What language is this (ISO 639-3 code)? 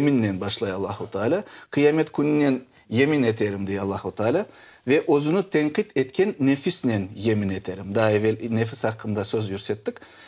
crh